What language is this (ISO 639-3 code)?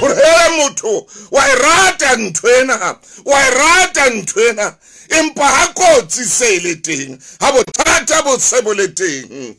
sot